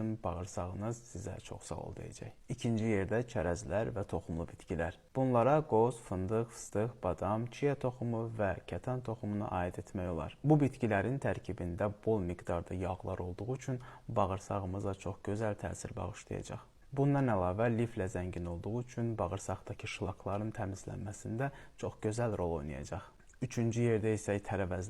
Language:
Azerbaijani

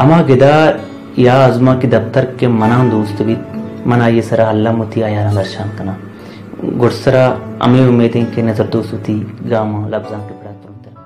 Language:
Baluchi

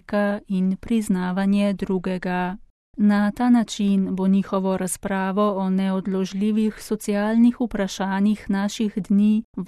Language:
Slovenian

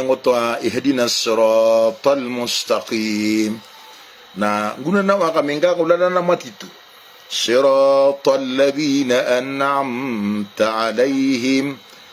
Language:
Maranao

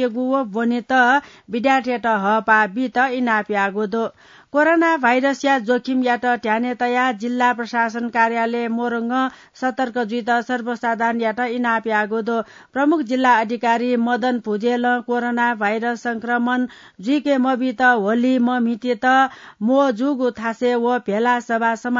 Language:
Newari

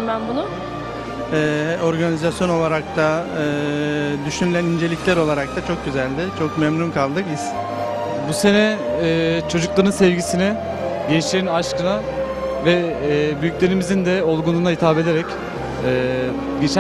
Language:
Turkish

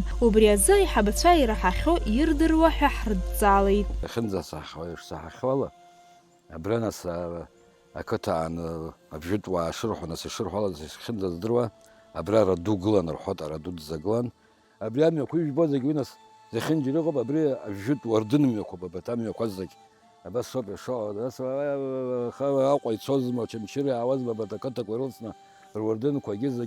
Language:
Abkhazian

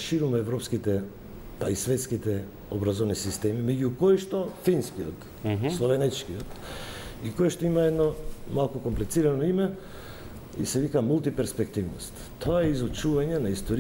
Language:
Macedonian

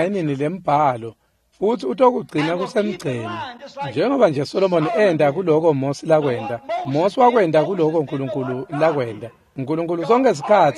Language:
Swati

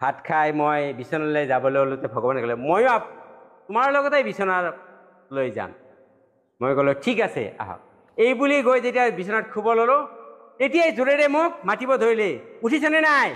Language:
Assamese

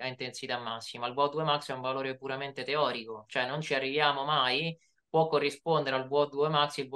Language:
Italian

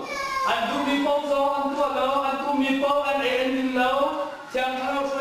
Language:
Hakha Chin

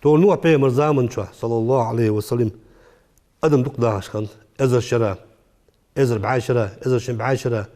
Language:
Ingush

